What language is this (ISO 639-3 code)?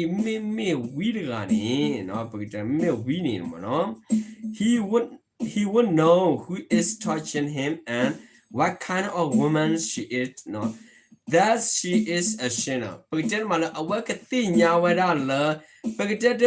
ksw